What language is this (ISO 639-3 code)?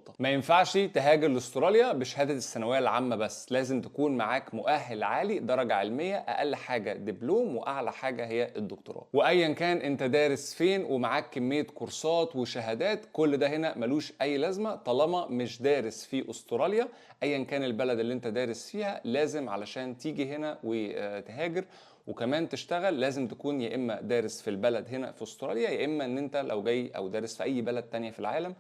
arz